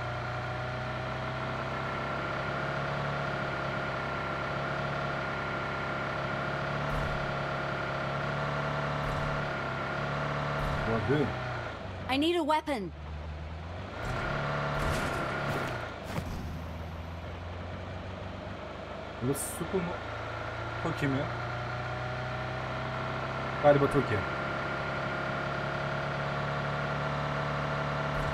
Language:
Turkish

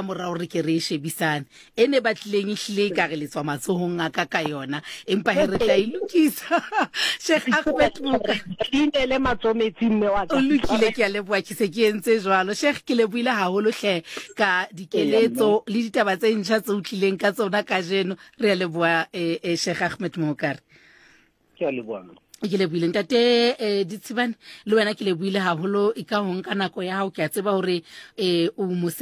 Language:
Southern Sotho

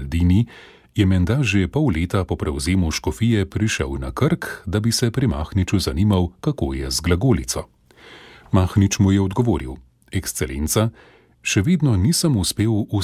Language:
Slovenian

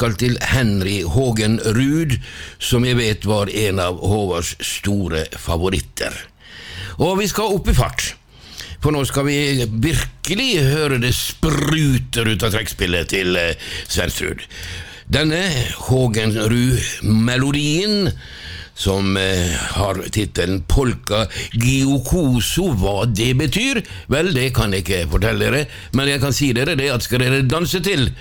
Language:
Norwegian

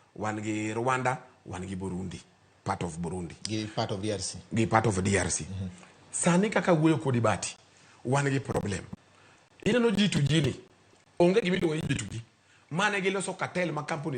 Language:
Luo (Kenya and Tanzania)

